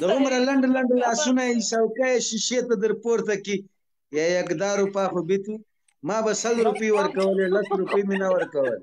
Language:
Pashto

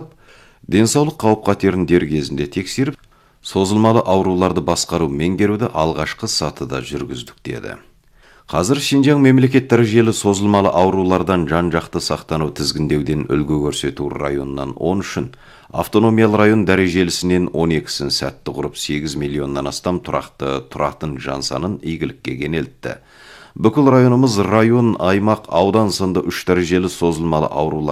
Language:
Kazakh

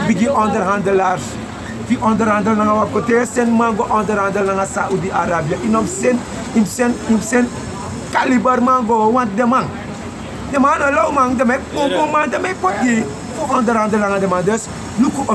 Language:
Sranan Tongo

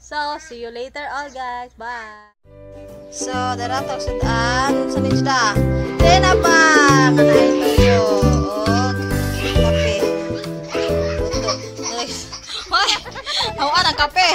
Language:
Cebuano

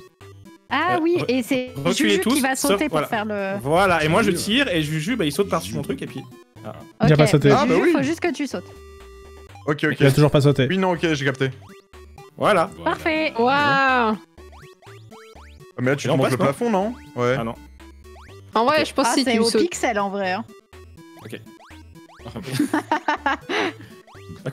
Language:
French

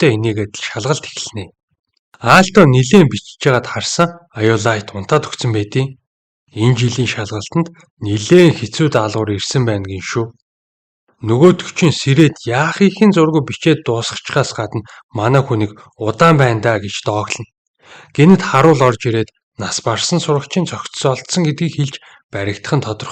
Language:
Mongolian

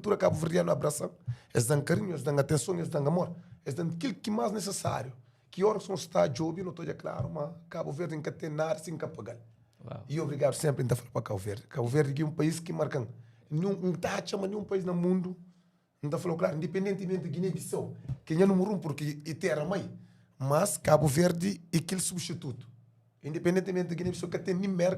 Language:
Kabuverdianu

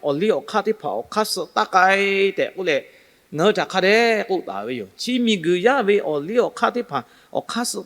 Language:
Lahu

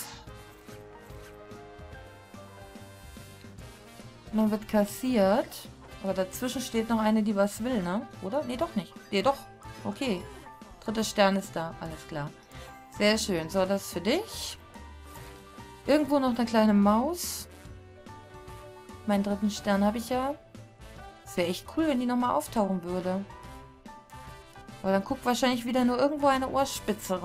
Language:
German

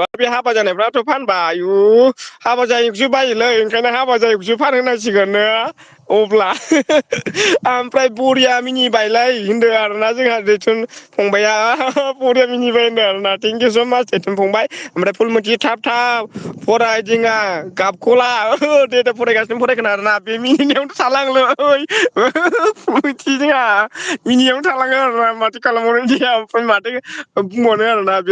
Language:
Bodo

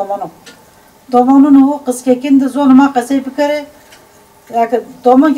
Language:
Zaza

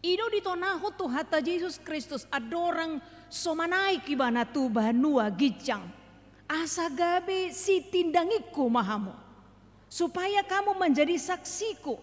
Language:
Batak Toba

